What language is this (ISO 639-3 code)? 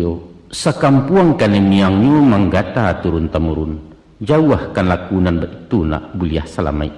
min